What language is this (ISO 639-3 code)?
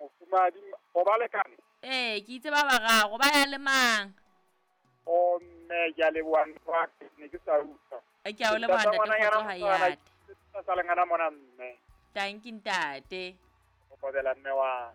sot